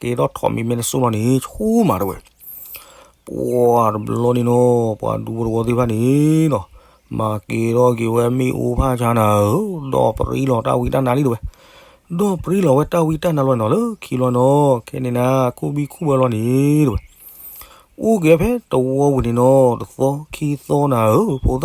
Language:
S'gaw Karen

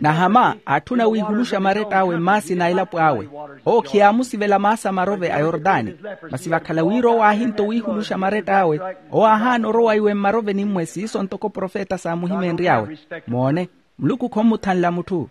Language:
Makhuwa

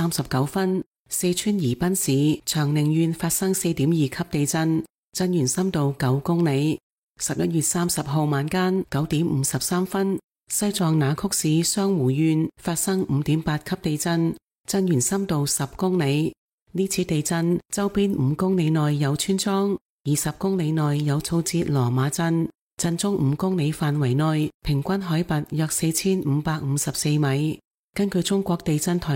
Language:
Cantonese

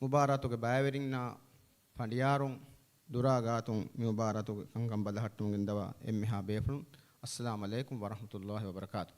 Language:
Divehi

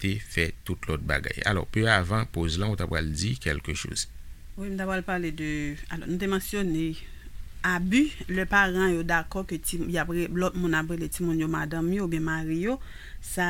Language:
Haitian Creole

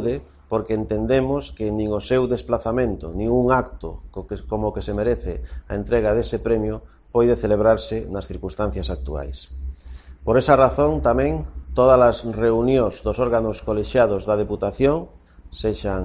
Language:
Galician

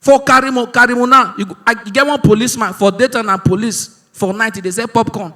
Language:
Nigerian Pidgin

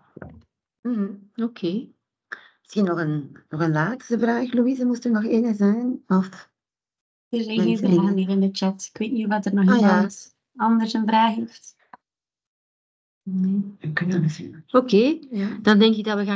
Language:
Dutch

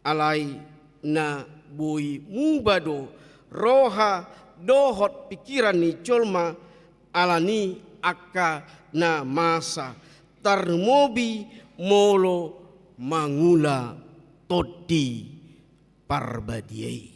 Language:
Batak Toba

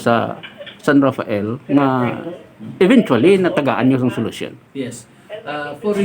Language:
Hiligaynon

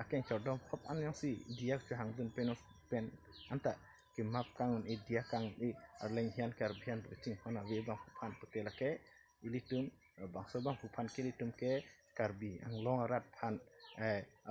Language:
Karbi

